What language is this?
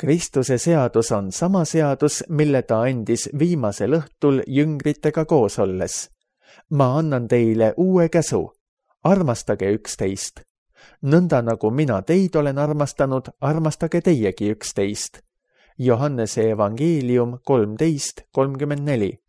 Estonian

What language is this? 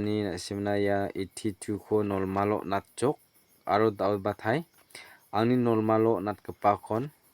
Garo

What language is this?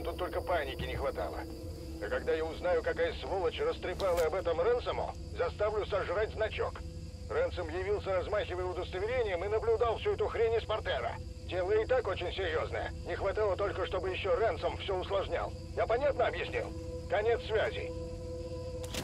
Russian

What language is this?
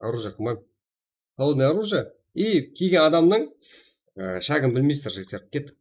Kara-Kalpak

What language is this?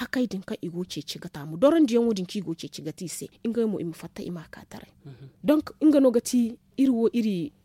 Zarma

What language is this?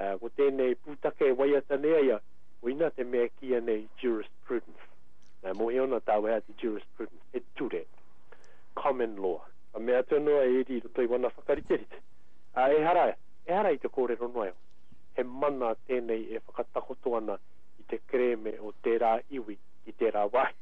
Māori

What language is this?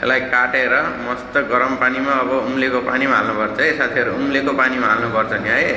Nepali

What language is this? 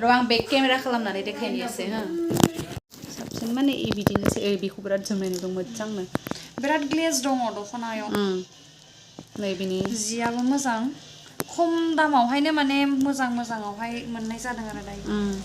Bodo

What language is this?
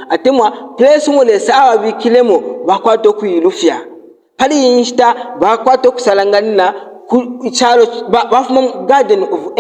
Bemba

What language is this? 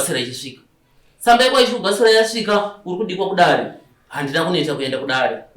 Shona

